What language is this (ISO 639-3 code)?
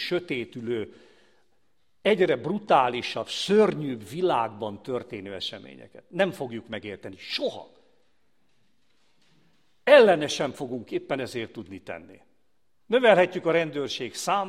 hun